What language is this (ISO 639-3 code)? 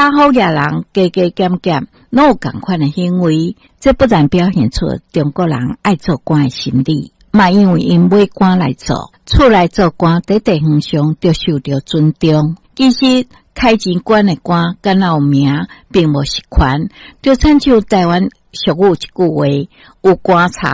nan